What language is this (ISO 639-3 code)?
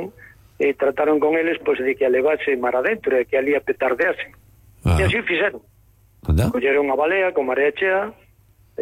glg